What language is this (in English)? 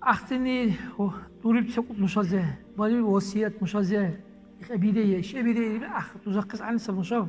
Dargwa